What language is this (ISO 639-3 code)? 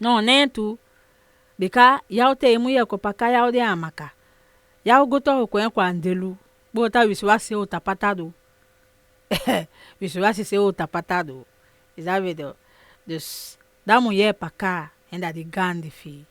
srm